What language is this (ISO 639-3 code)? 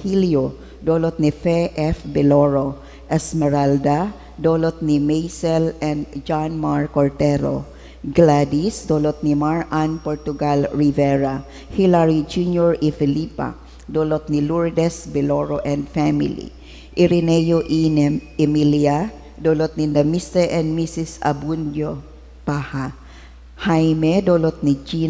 bik